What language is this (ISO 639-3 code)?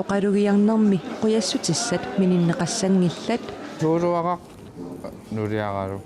kal